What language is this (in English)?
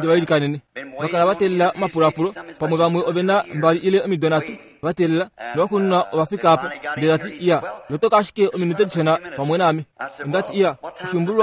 Kuanyama